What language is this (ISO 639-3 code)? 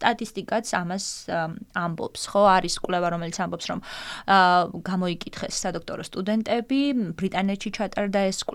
kat